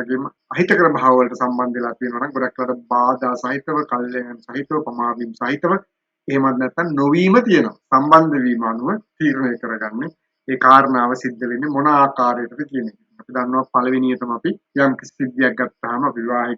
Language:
Sinhala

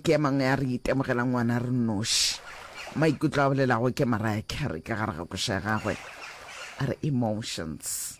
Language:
Northern Sotho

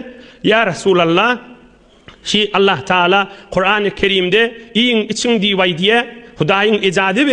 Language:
Turkmen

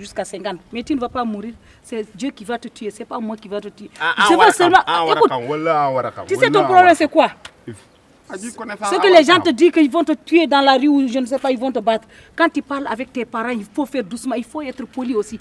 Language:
Fula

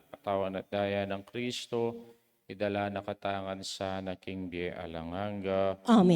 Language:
Pampanga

